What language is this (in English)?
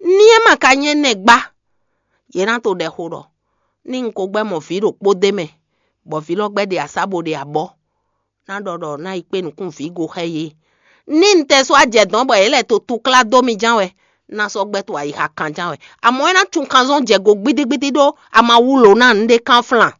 Fon